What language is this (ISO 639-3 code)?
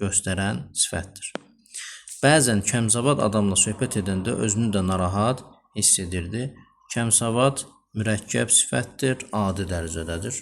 aze